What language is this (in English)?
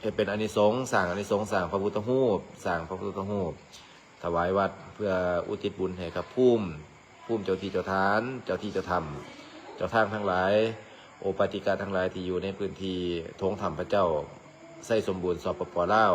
Northeastern Thai